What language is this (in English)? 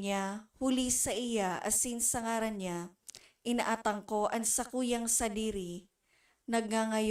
Bikol